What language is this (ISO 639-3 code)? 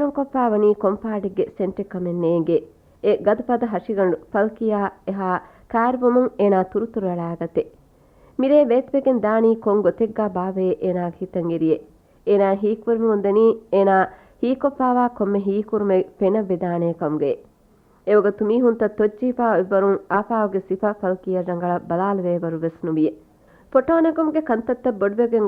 div